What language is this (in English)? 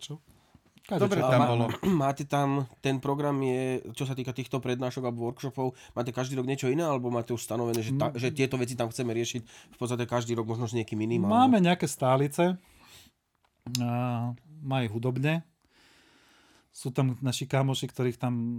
Slovak